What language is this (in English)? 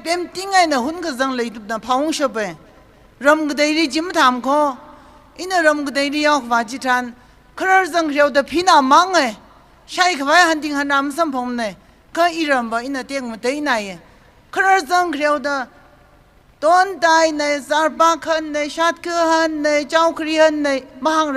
Tangkhul Naga (India)